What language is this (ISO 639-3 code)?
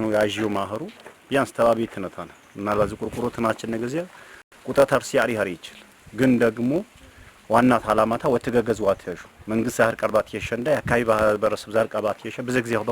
amh